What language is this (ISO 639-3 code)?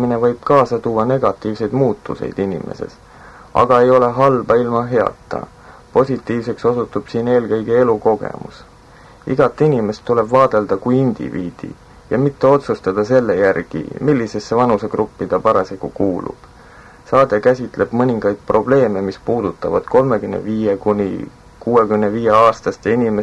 est